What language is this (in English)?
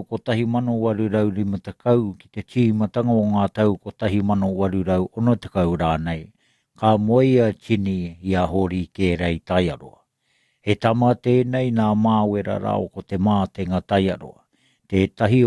Māori